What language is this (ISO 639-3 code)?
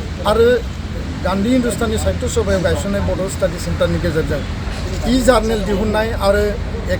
brx